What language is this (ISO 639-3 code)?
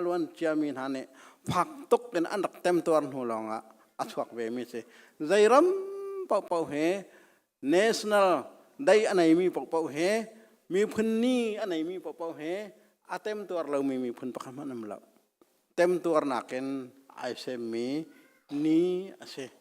cnh